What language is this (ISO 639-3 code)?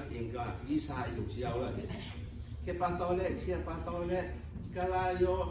lhu